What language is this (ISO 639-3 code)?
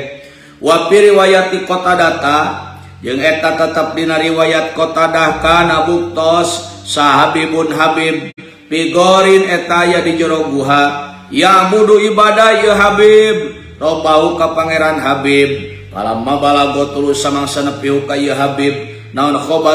sun